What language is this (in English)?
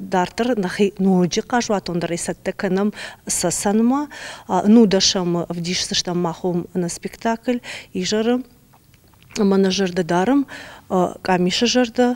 Ossetic